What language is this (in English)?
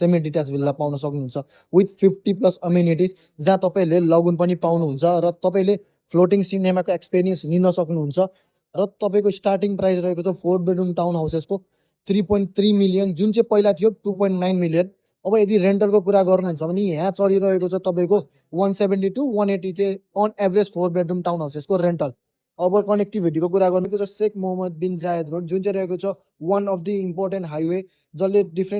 Nepali